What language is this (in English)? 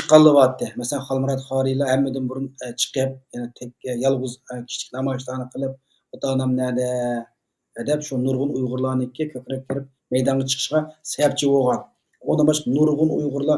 Uyghur